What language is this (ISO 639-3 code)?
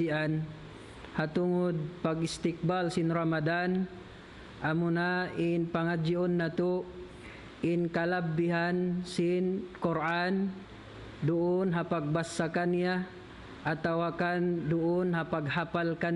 tsg